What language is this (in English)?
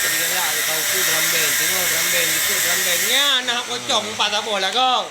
Achinese